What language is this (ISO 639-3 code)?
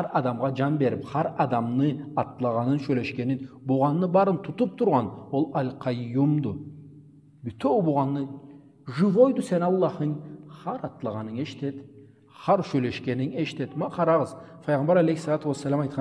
krc